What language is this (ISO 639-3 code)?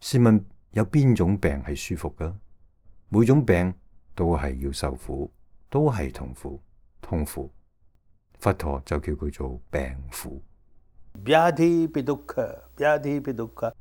yue